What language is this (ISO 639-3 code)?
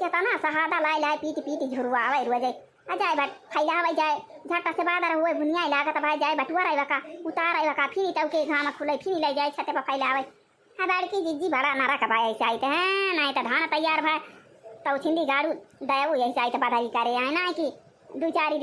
awa